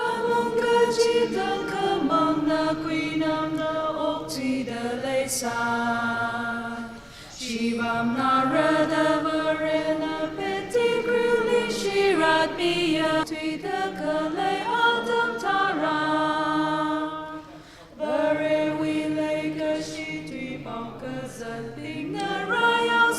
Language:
Tangkhul Naga (India)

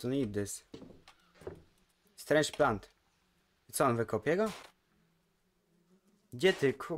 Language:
Polish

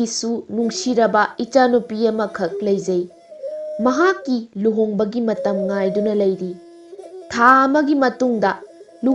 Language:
Manipuri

